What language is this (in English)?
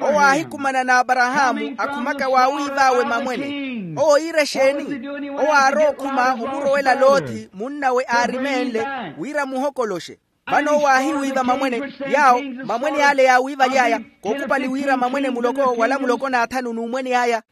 Makhuwa